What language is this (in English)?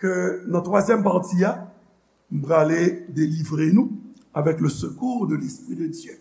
Haitian Creole